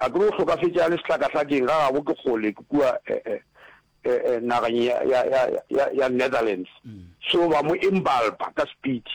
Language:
Northern Sotho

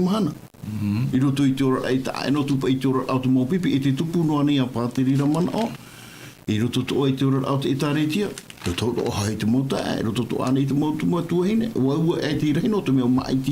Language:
Tahitian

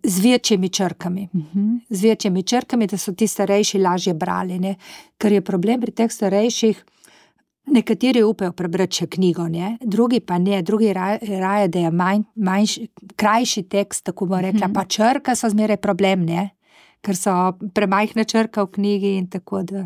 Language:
Slovenian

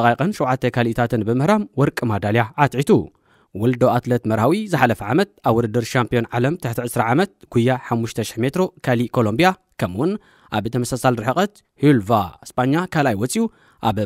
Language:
Tigrinya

